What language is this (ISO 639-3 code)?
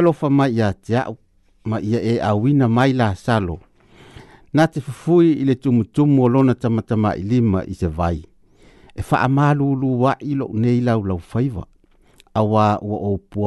smo